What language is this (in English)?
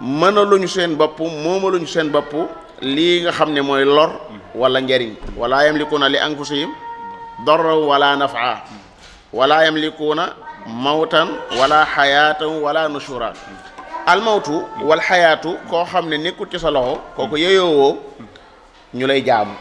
Wolof